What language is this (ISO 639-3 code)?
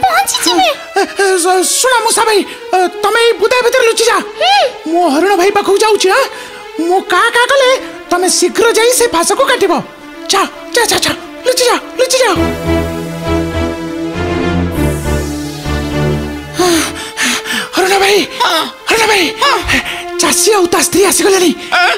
ori